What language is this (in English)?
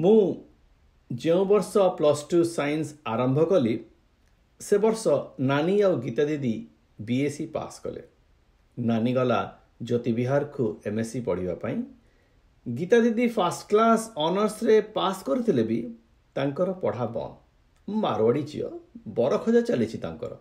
Odia